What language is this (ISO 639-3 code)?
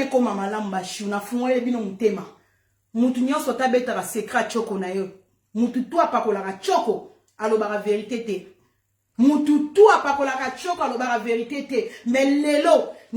lin